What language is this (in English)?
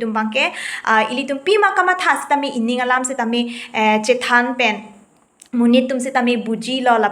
Karbi